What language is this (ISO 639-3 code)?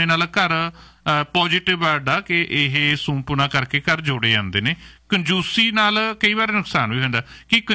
pan